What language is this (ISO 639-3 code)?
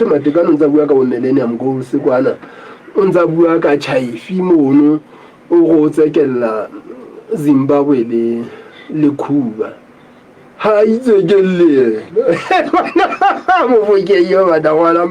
sot